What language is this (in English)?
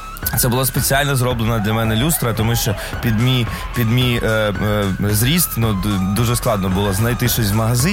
Ukrainian